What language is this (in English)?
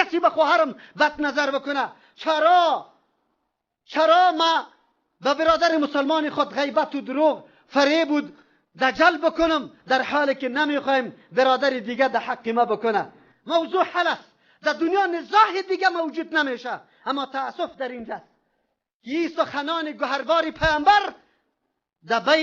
Persian